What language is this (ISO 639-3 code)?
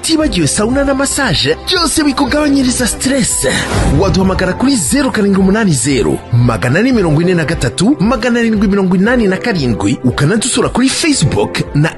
kin